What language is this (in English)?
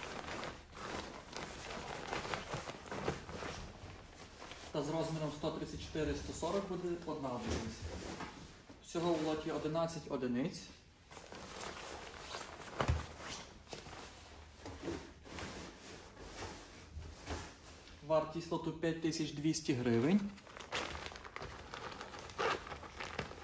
Ukrainian